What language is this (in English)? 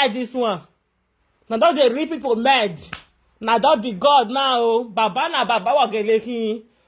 Nigerian Pidgin